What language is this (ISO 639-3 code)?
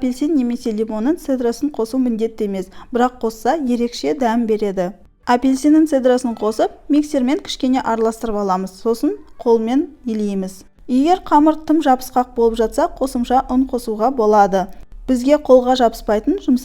kaz